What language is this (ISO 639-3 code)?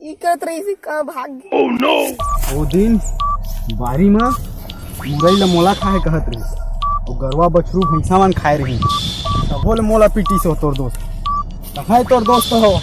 hne